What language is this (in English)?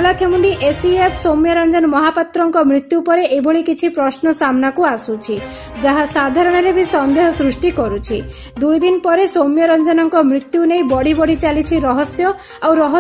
Odia